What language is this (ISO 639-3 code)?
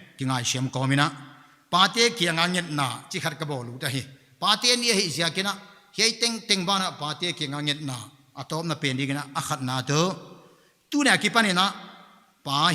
pck